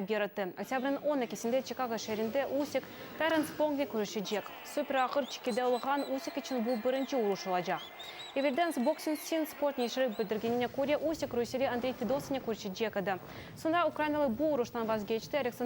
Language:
Crimean Tatar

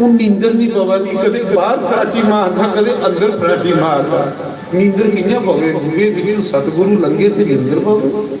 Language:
Dogri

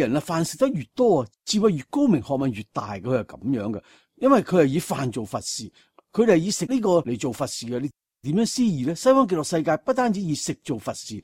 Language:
Cantonese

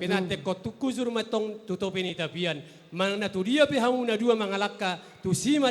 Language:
Batak Toba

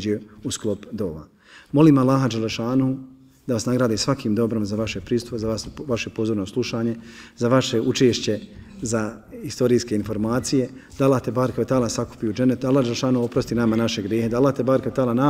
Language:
Bosnian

